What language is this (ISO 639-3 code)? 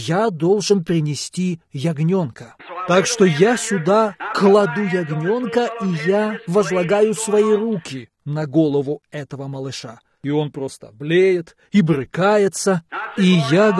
rus